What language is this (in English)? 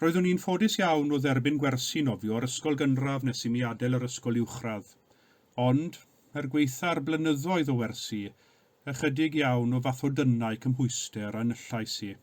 Welsh